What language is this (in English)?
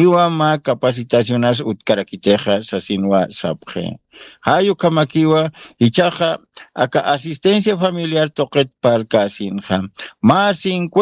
Aymara